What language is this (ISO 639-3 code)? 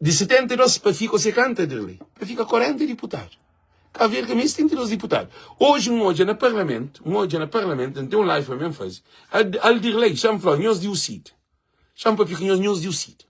kea